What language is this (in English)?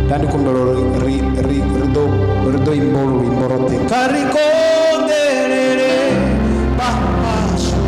Venda